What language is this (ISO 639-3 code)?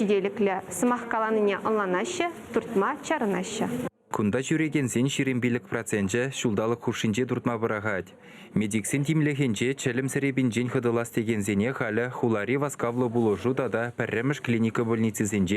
chv